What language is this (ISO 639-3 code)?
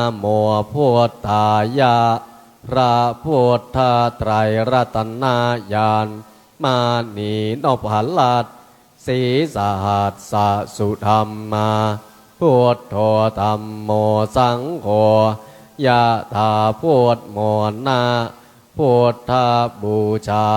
pli